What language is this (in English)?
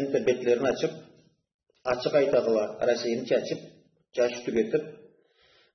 Karachay-Balkar